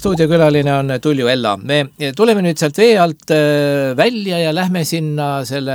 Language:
Estonian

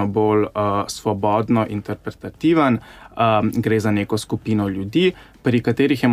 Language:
Slovenian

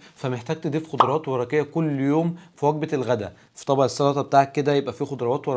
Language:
Egyptian Arabic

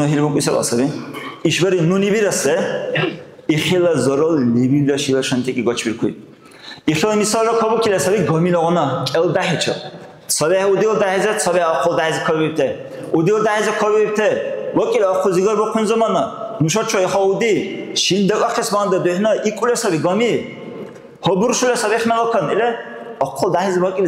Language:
Dargwa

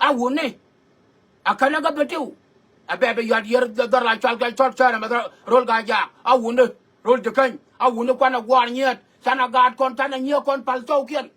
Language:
Nuer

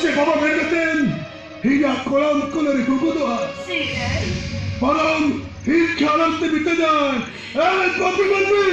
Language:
Santali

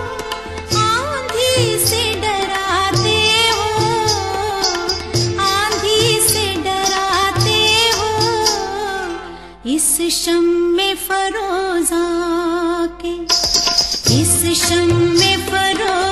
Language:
Hindi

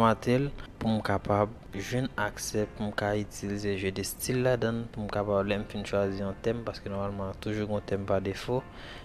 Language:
Haitian Creole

